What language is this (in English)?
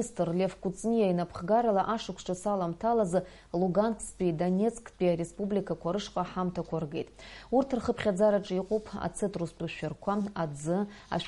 Abkhazian